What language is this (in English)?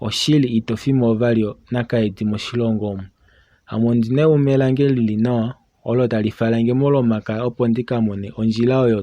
Kuanyama